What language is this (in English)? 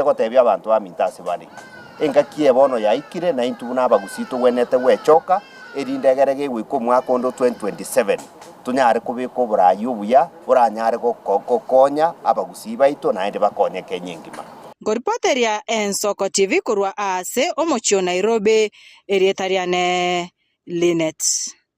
Gusii